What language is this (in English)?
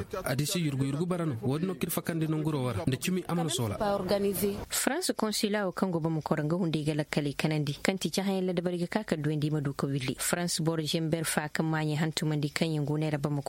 Koyraboro Senni